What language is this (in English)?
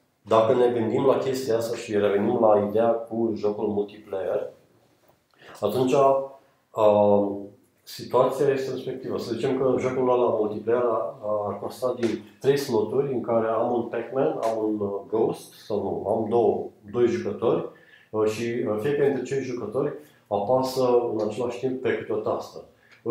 Romanian